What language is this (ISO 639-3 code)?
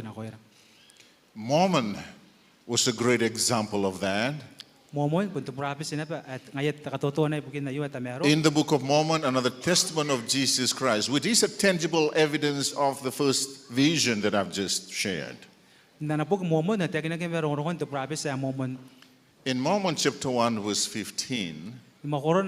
gil